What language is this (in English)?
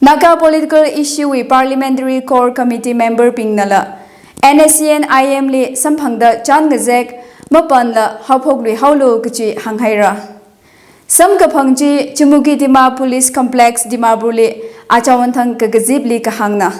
Tangkhul Naga (India)